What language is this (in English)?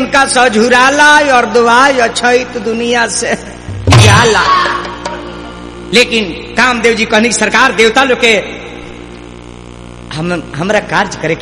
Bhojpuri